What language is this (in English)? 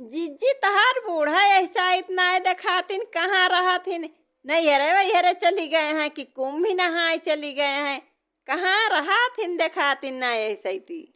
Awadhi